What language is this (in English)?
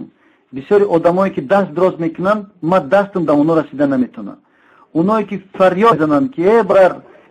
Tajik